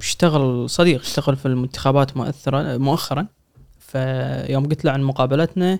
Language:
Gulf Arabic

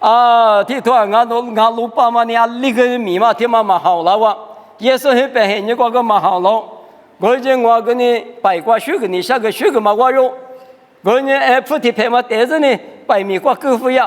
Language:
Lisu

